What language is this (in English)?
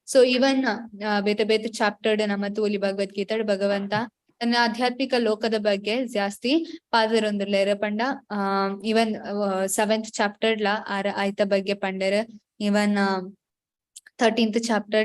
Tulu